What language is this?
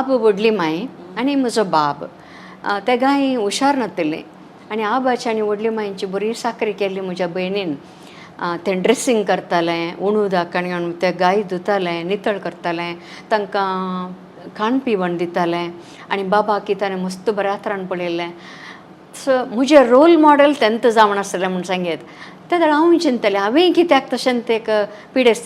Konkani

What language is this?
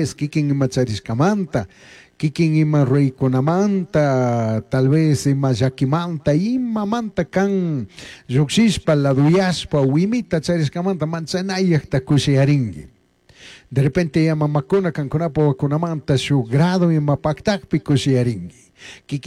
Chimborazo Highland Quichua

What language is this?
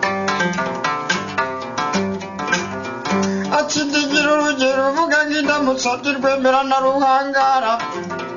Kinyarwanda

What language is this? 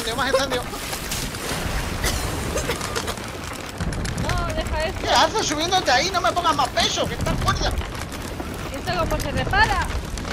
Spanish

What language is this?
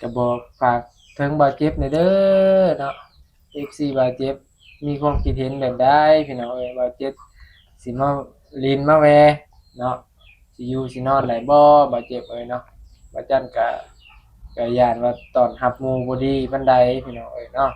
Northeastern Thai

